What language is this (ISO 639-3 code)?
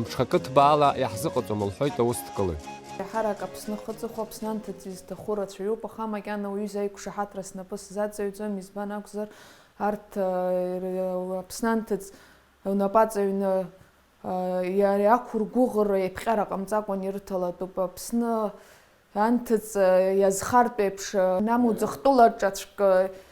abk